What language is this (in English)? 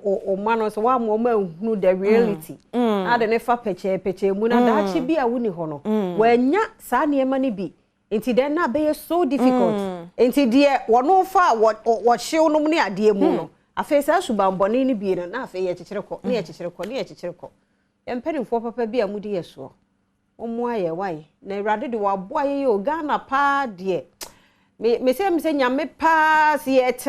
Akan